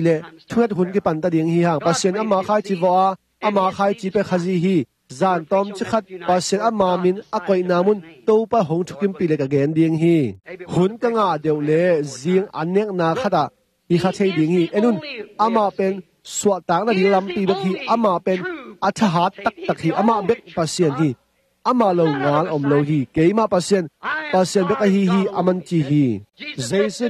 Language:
Tedim Chin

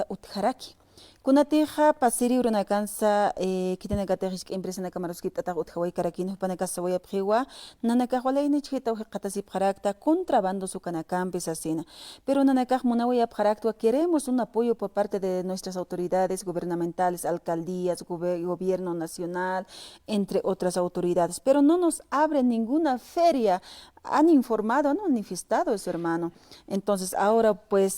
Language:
Aymara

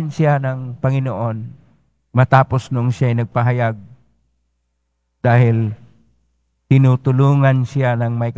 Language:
Filipino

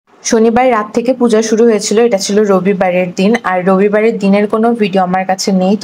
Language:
Bangla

